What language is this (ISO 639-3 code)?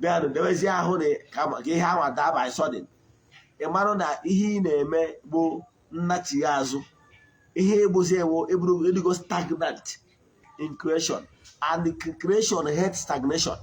ibo